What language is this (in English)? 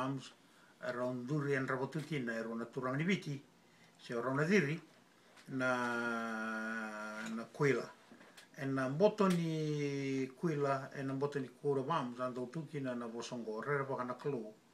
Fijian